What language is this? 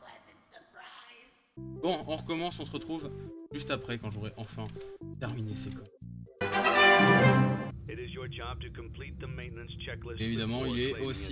French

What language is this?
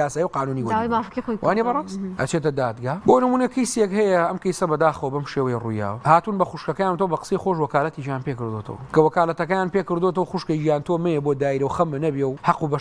Central Kurdish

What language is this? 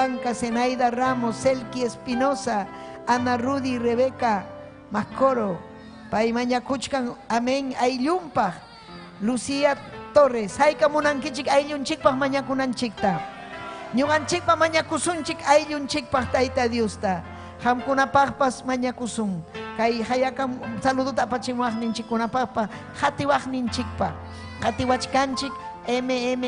Ayacucho Quechua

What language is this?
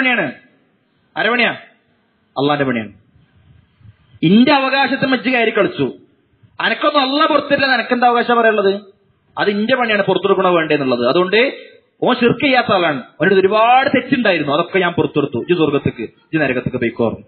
Malayalam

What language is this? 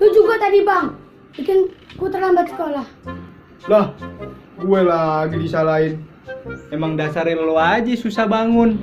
Betawi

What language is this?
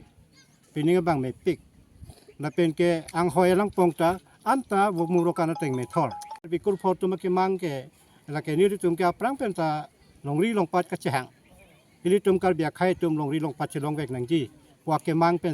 Karbi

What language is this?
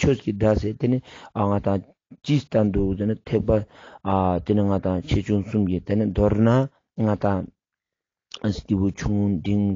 Ladakhi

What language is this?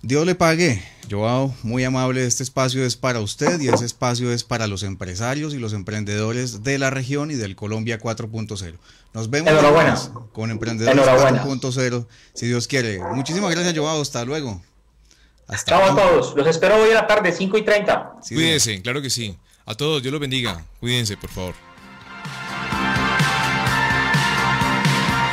Spanish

